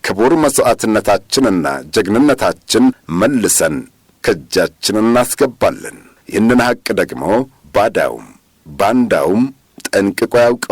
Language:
Amharic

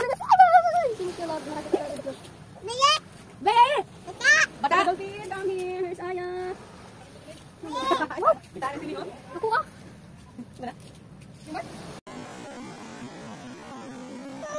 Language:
Filipino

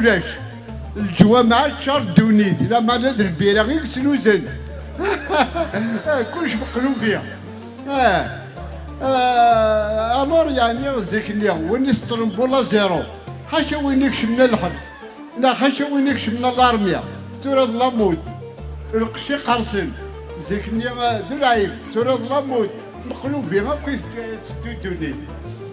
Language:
Kabyle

